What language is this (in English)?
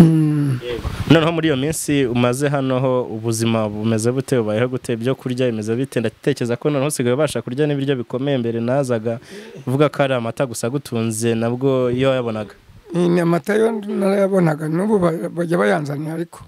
Kinyarwanda